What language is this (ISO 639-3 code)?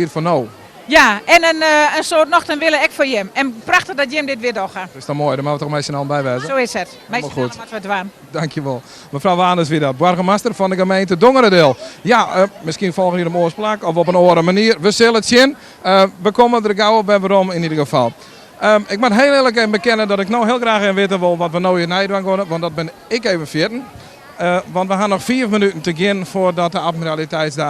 fry